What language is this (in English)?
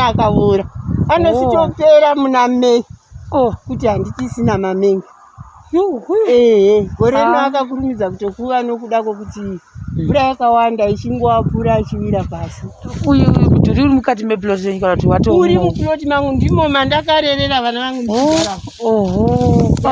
Shona